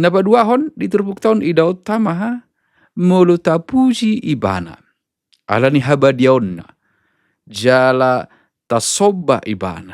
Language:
Batak Toba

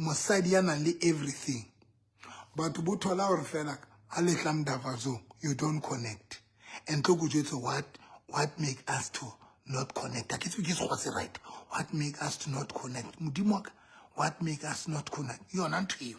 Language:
Southern Sotho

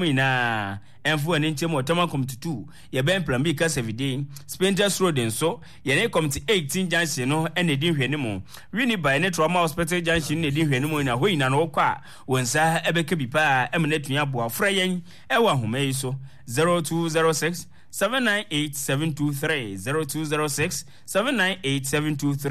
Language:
Akan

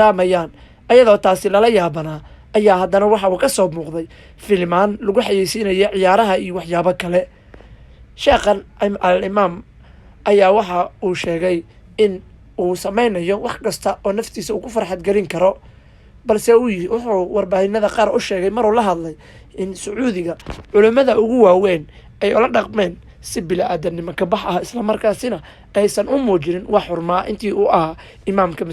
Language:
Somali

